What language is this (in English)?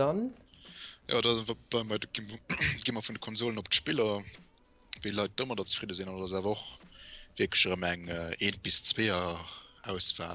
Luxembourgish